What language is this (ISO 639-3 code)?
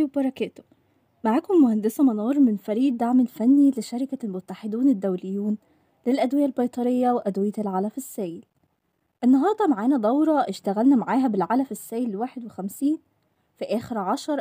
arz